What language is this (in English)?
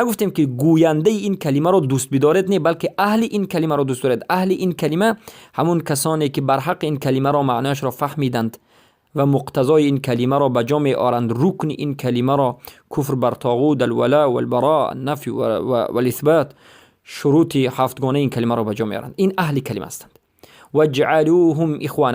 Persian